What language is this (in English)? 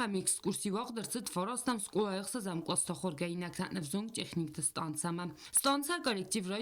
Ossetic